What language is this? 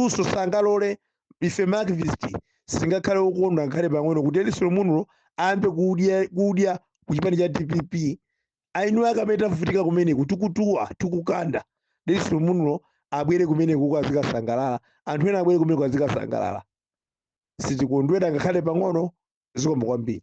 Nyanja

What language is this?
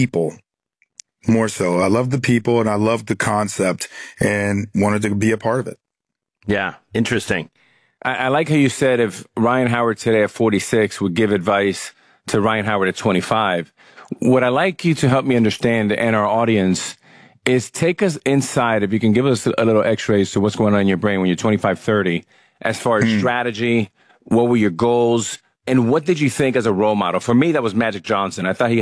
English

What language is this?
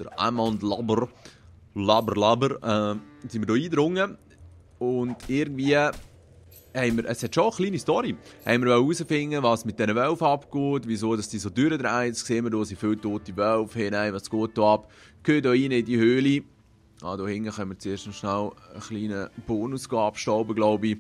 Swiss German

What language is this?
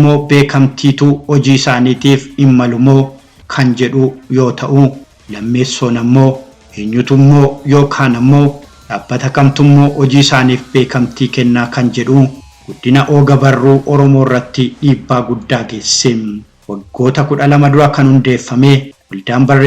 Oromo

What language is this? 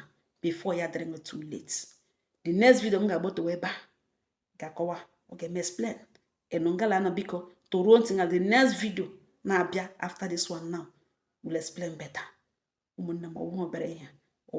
Igbo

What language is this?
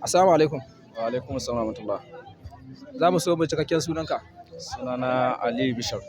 Hausa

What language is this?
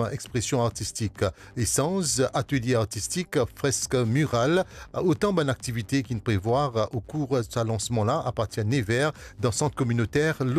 Morisyen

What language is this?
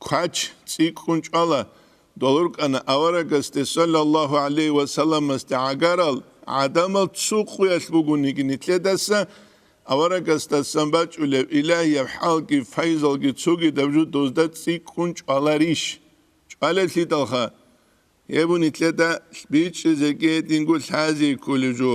Avaric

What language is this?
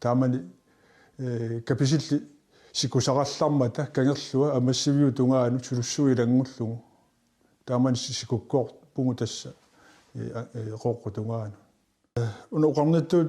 Kalaallisut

